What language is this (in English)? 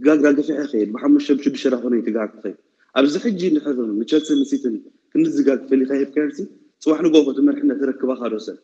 Tigrinya